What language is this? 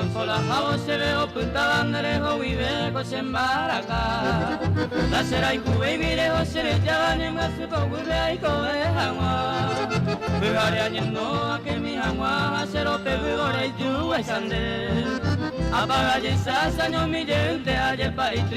Guarani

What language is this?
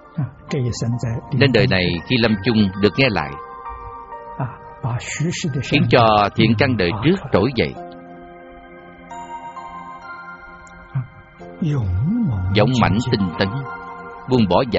Vietnamese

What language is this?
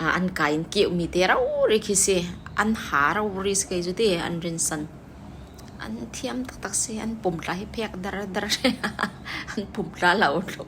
Falam Chin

